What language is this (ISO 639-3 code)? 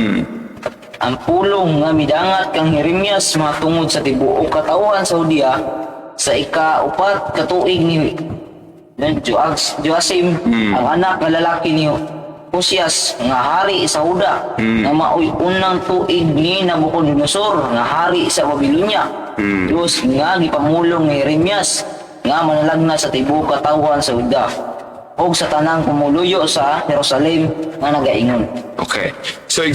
ceb